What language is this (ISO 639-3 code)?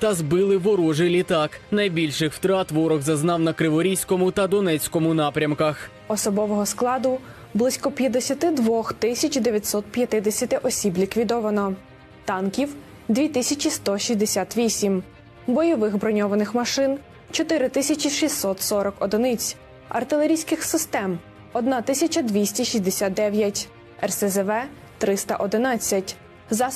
ukr